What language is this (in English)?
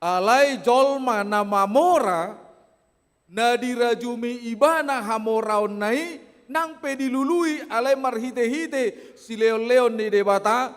Batak Toba